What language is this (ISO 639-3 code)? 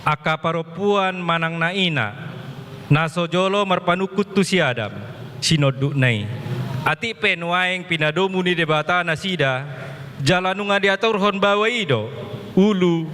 bbc